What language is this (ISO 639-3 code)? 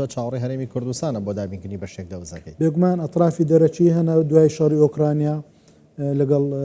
ckb